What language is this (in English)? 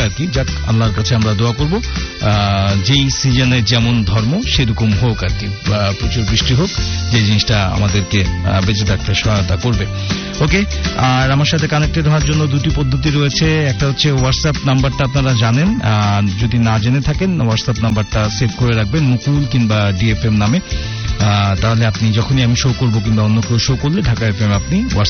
Bangla